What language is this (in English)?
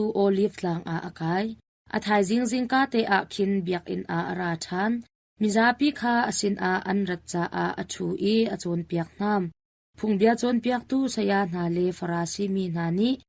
Hakha Chin